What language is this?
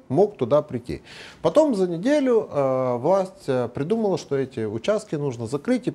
Russian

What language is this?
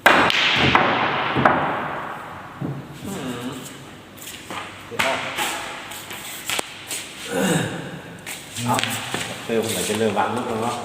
Lao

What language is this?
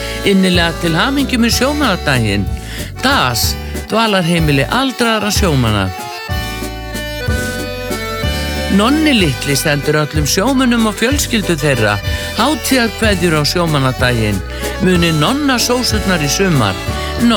Icelandic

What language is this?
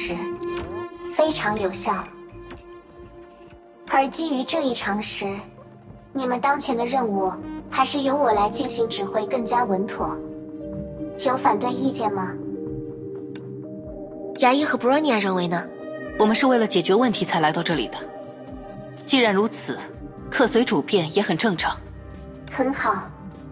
Chinese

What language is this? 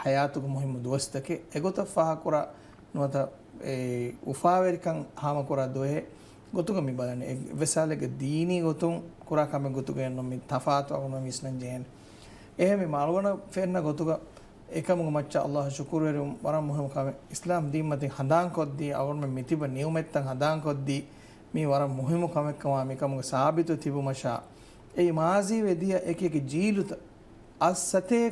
Divehi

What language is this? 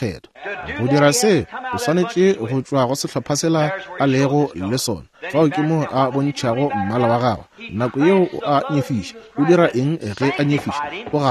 Northern Sotho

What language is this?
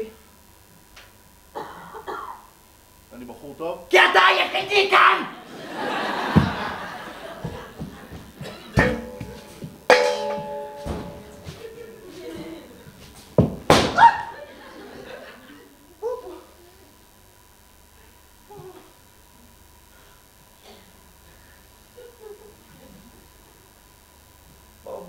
Hebrew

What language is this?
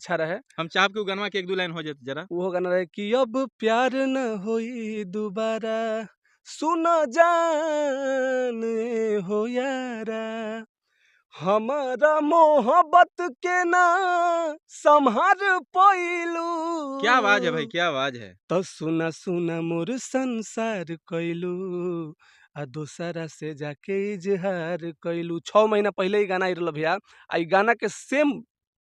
Bhojpuri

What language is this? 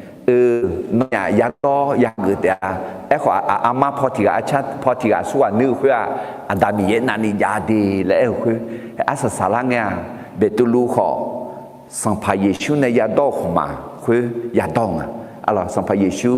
Akha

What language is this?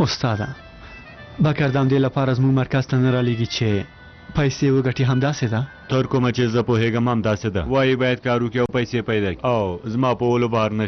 Pashto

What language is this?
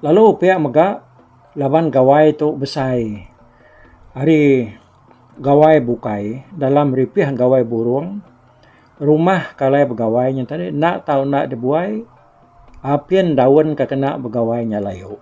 Iban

